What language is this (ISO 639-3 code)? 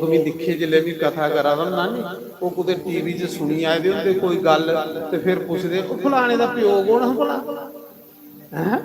doi